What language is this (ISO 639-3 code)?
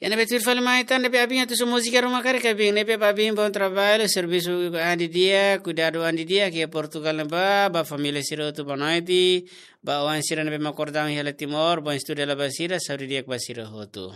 tet